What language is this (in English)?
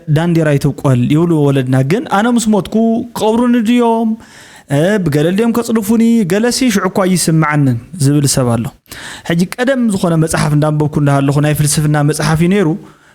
Tigrinya